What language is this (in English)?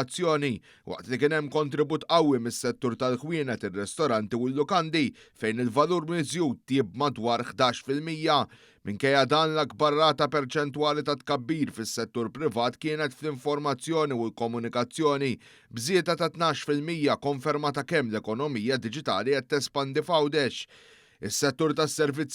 Maltese